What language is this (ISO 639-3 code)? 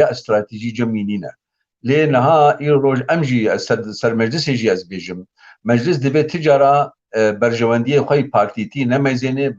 kur